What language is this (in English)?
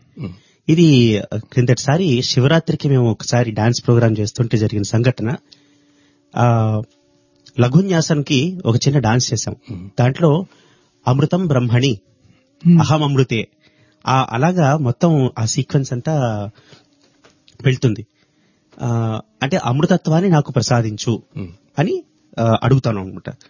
Telugu